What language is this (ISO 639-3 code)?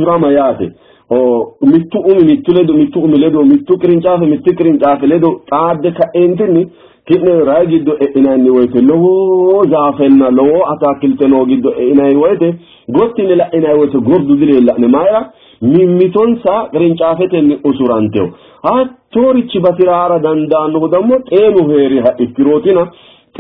sid